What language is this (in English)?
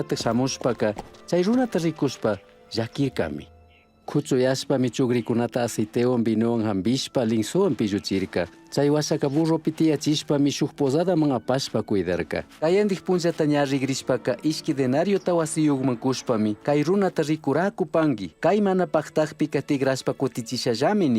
Chimborazo Highland Quichua